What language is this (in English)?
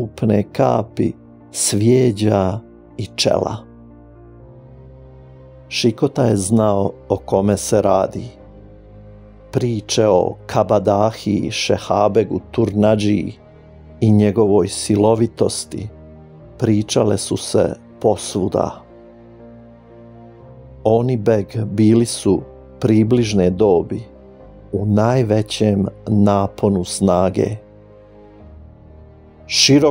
Croatian